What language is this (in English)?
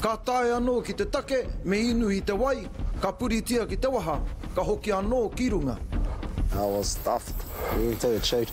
Māori